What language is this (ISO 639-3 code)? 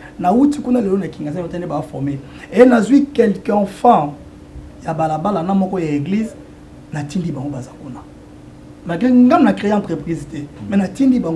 lin